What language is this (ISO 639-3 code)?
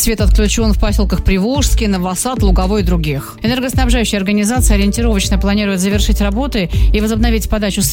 rus